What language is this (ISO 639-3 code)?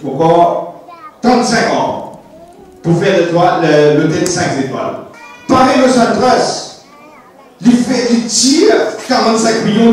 mfe